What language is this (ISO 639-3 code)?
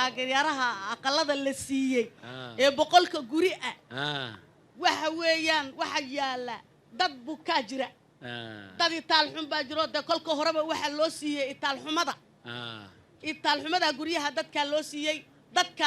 som